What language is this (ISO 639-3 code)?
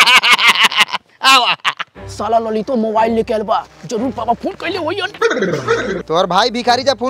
bho